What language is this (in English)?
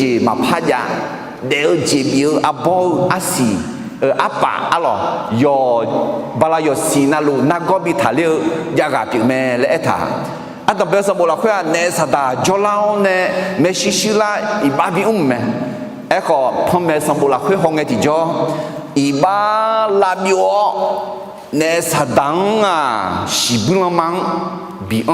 Akha